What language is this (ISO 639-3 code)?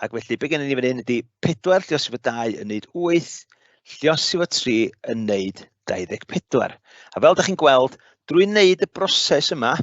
cym